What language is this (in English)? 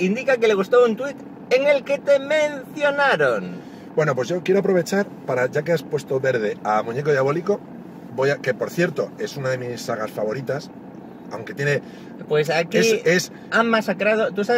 Spanish